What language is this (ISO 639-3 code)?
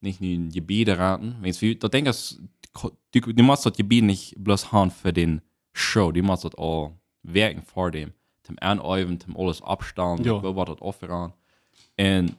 pdt